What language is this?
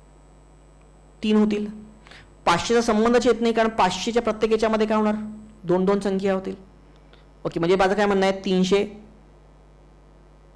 Marathi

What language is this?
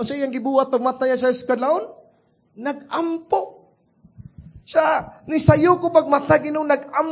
Cebuano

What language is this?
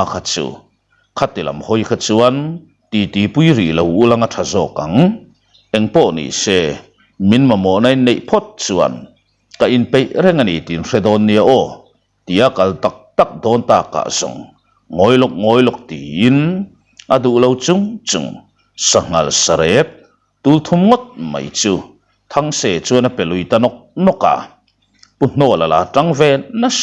Mizo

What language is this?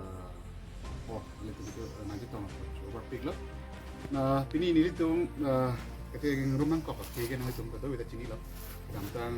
Karbi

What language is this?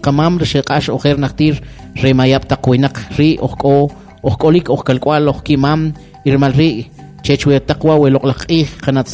Kʼicheʼ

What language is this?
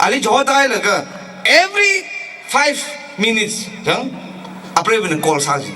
Tangkhul Naga (India)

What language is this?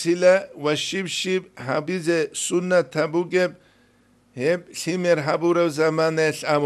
Avaric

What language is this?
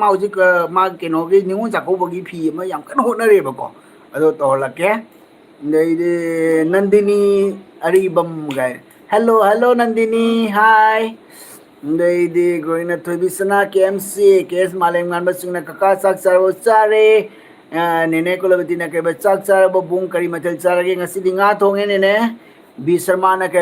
Manipuri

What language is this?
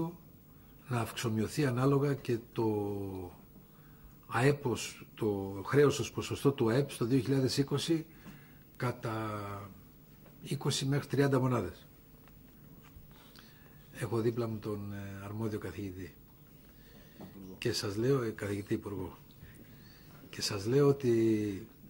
Greek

